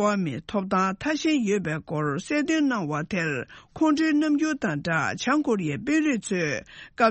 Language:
Tibetan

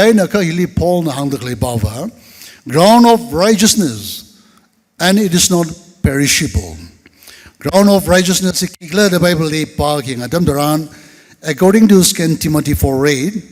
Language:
Tangkhul Naga (India)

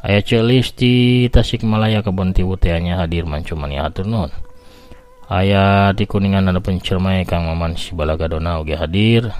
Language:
Sundanese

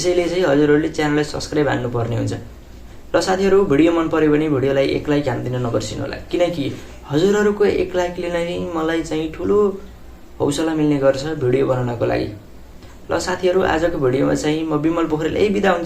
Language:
Nepali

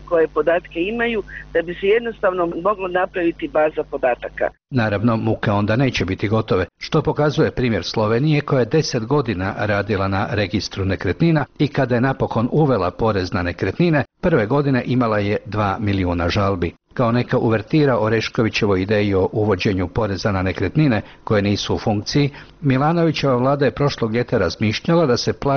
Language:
Croatian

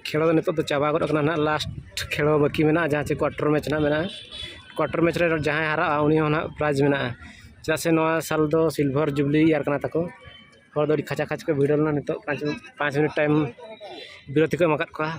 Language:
Santali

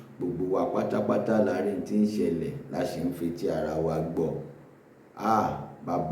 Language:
Yoruba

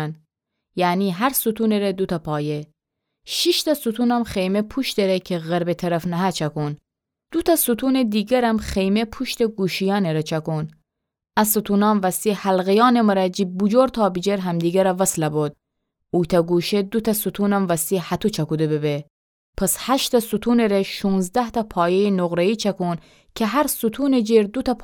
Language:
Gilaki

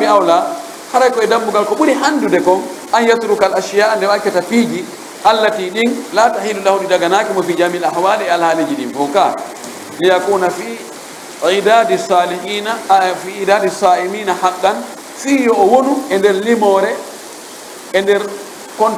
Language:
Fula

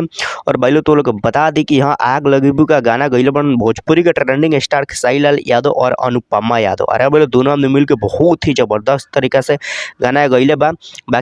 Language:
Bhojpuri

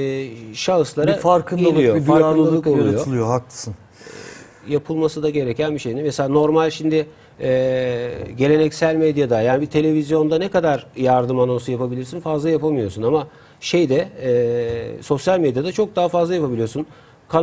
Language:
Turkish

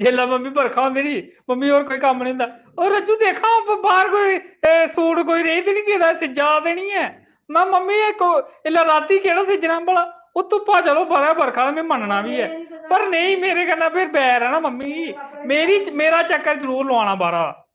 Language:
Dogri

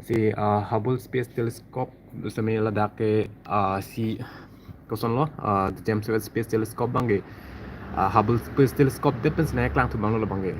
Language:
Karbi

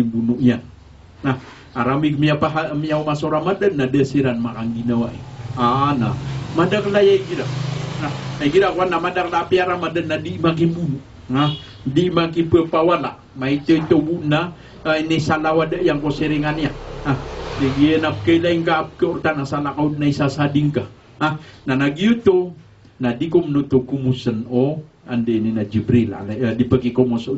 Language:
Maranao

